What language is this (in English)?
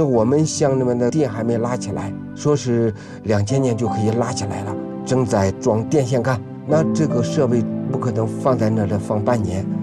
Chinese